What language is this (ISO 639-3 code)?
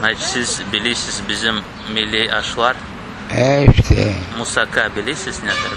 crh